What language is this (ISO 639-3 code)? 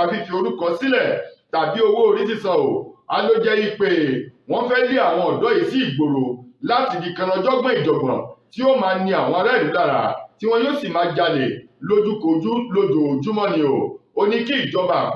yor